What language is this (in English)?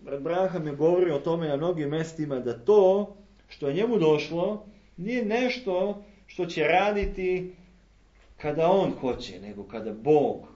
Serbian